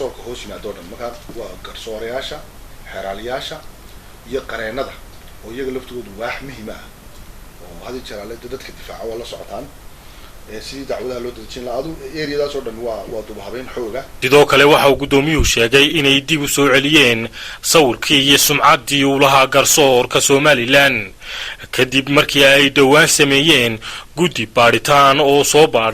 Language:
Somali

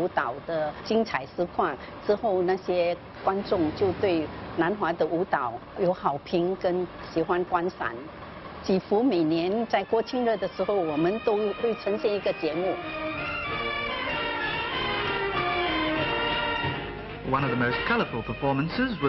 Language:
Chinese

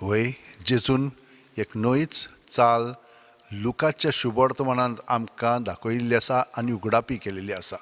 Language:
Konkani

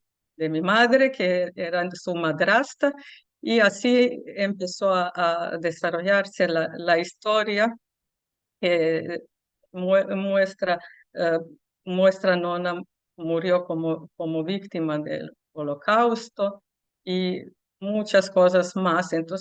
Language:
Ladino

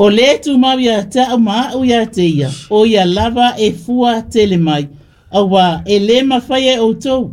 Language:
Samoan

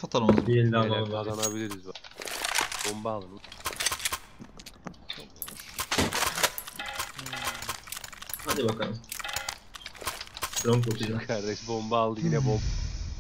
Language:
Turkish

